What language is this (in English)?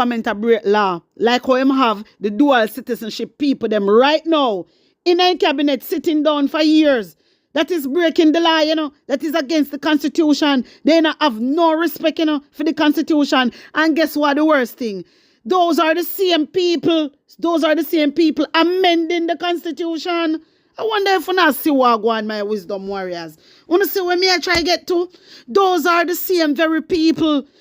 Jamaican Creole English